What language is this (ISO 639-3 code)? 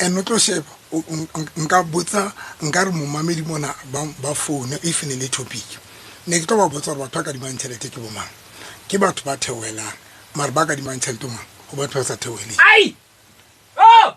sot